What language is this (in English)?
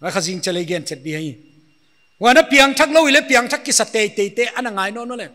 Paite Chin